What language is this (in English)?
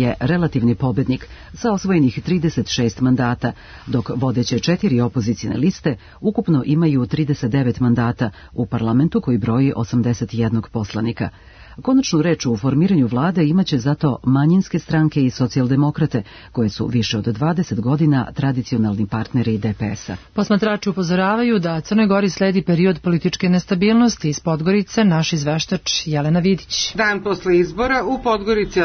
Serbian